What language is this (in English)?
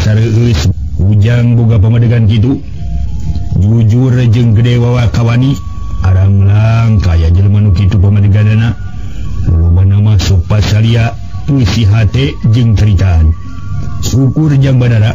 Sundanese